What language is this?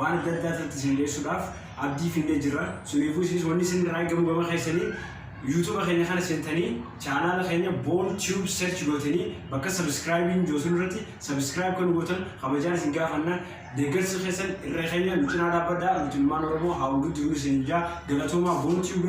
Oromo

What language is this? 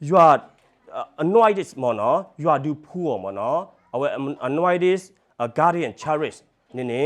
S'gaw Karen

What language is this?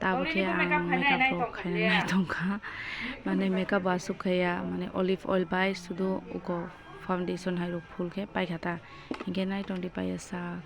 Kok Borok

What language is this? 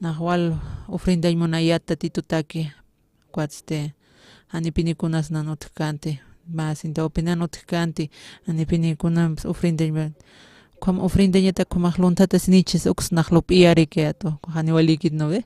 Aymara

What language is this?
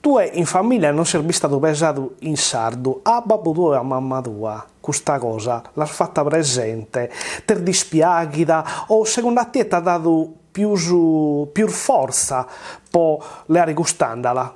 Sardinian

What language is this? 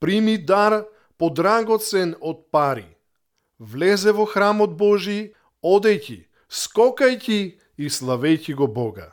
Macedonian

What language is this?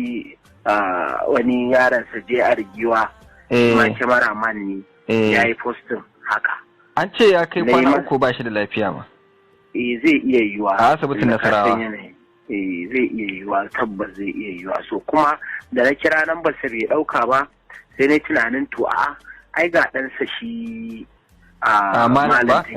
Hausa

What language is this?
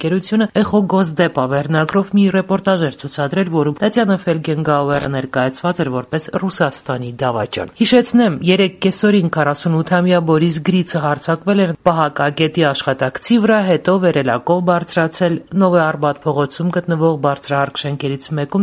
Armenian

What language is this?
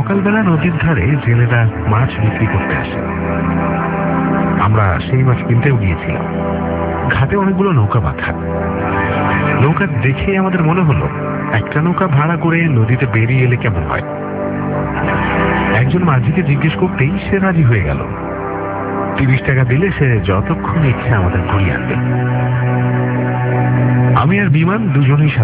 Bangla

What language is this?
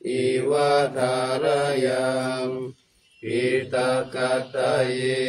Pali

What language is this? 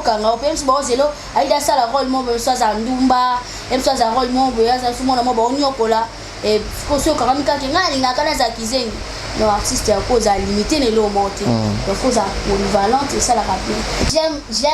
Lingala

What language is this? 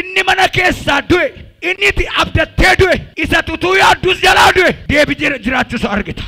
Oromo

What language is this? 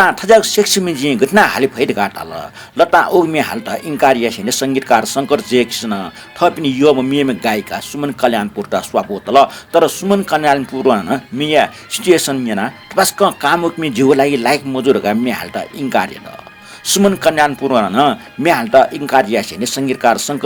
Newari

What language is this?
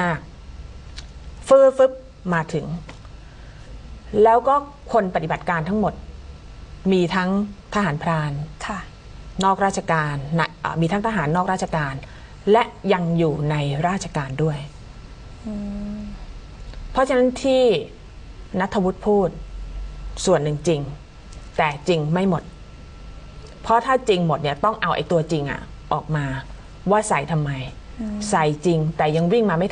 Thai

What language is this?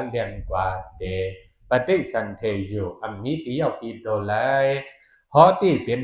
Shan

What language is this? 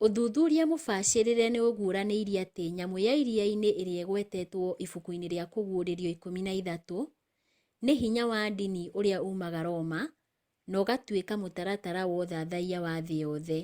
Kikuyu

